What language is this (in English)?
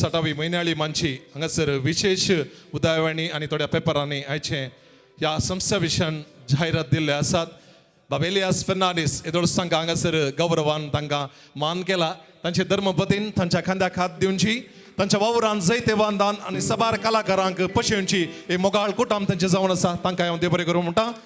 Konkani